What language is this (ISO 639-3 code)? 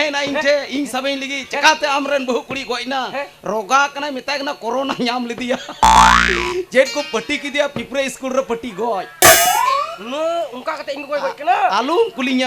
sat